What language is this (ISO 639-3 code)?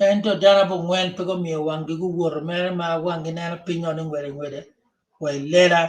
ach